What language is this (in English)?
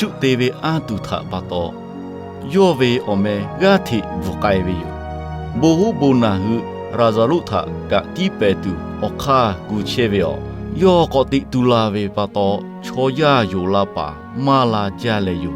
Lahu